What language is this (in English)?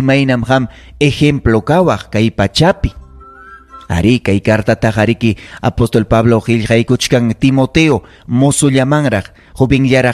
Ayacucho Quechua